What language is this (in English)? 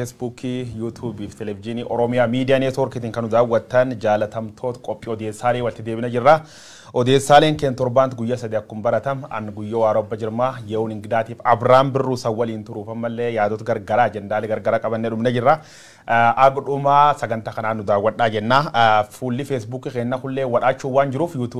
Oromo